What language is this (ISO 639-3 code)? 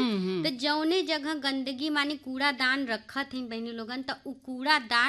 bho